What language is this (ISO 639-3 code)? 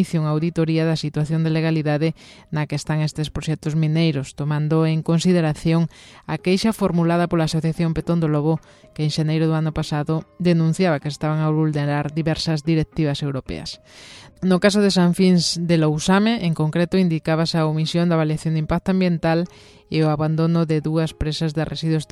glg